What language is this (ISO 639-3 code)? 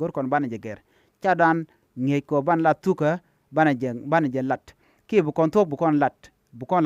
nus